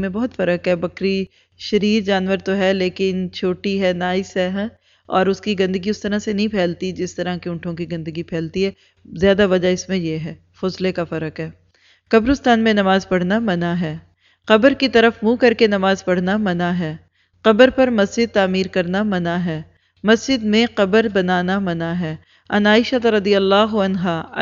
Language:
Urdu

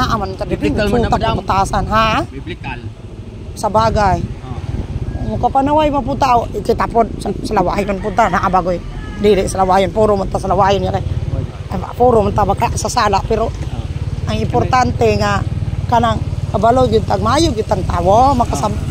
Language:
Cebuano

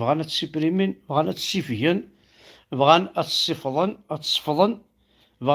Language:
Kabyle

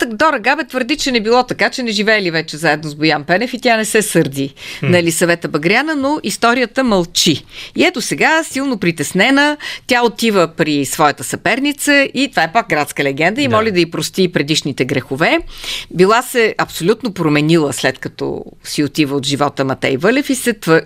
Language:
Bulgarian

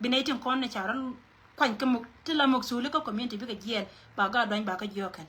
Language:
Nuer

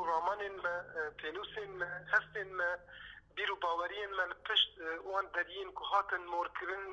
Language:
Kurdish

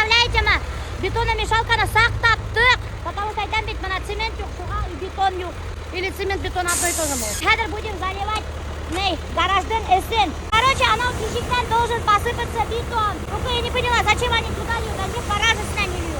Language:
Bashkir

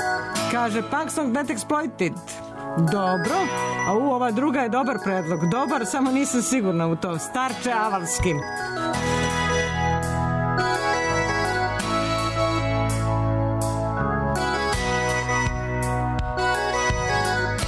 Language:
Serbian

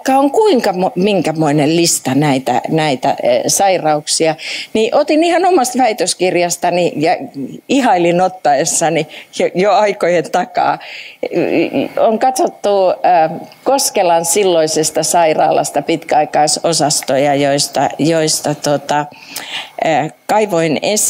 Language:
Finnish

